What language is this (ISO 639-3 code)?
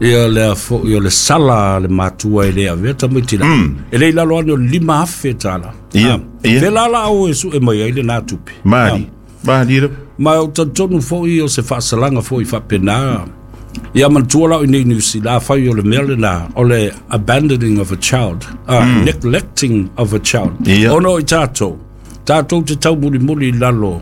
smo